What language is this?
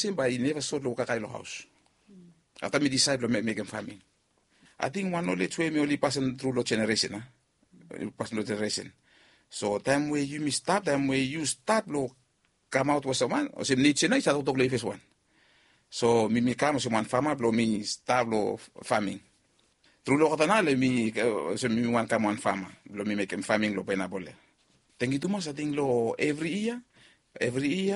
Bislama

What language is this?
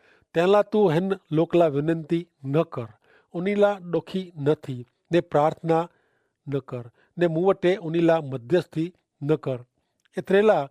Kachhi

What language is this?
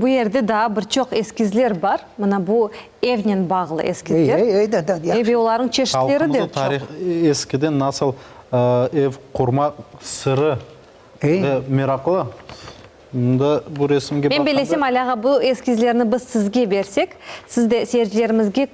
Crimean Tatar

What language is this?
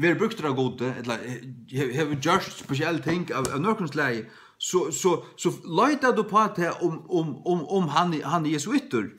Faroese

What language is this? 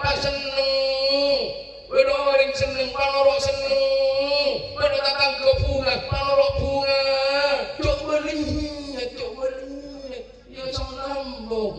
Madurese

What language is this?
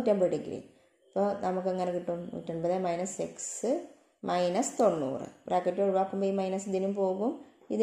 Malayalam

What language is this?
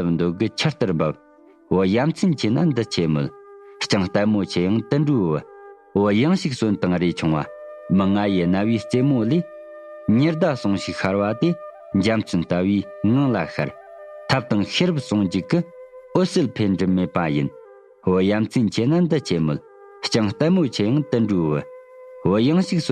Tibetan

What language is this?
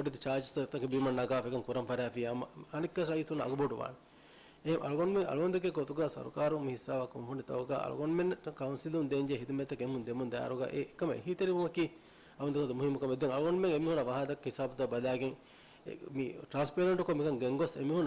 Divehi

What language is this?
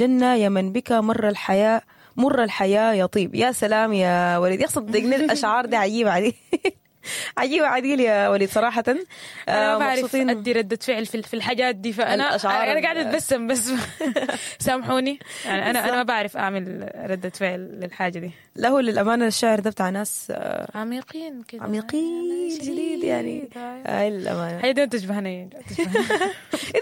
Sudanese Arabic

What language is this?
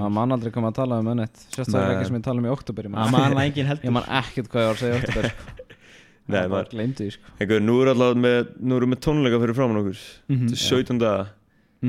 Icelandic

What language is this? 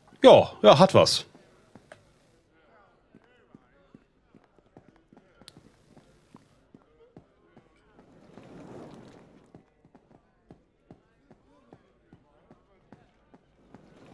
German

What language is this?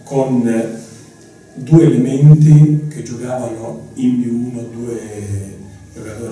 Italian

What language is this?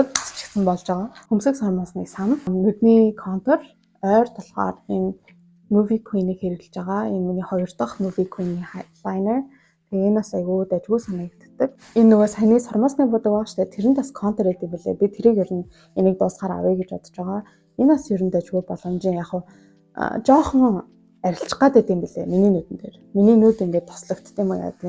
Mongolian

